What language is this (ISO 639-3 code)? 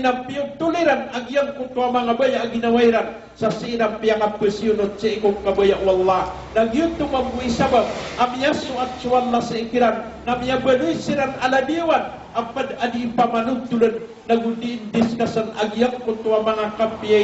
mrw